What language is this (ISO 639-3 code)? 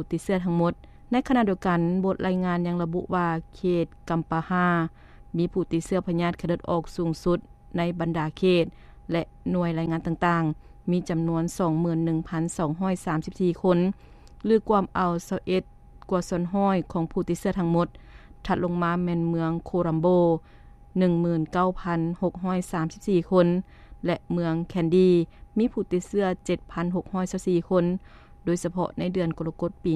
lao